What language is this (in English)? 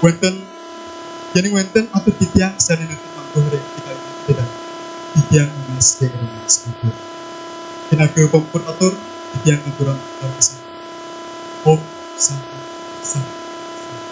Balinese